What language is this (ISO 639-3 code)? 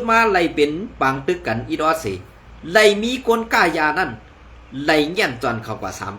shn